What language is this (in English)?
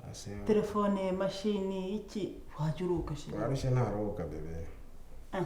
Kinyarwanda